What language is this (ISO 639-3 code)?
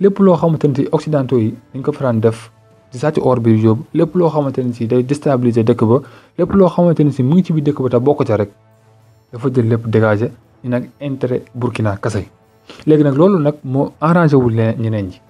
wol